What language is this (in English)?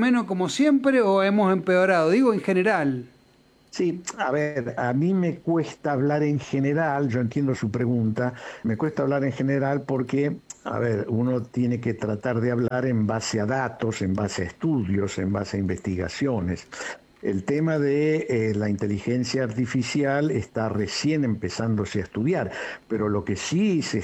Spanish